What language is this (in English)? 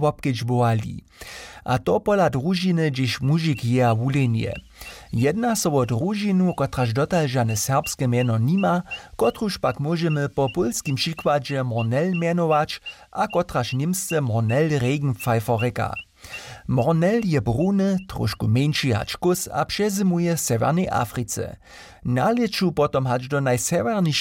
Upper Sorbian